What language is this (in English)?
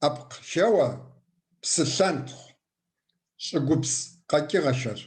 Kabardian